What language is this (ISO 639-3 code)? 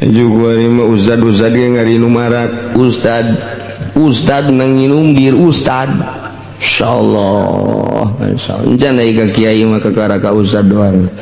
sun